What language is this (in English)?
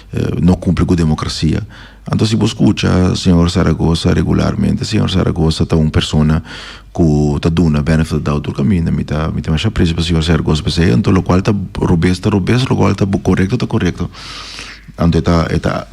Papiamento